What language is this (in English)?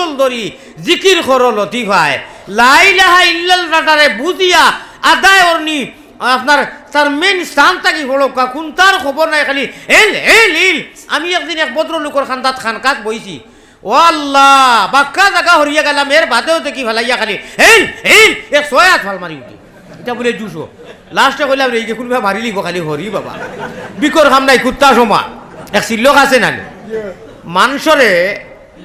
Sylheti